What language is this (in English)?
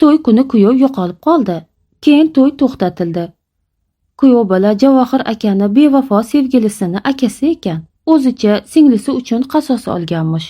Uzbek